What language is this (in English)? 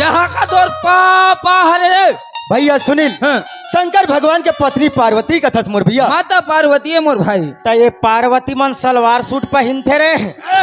Chhattisgarhi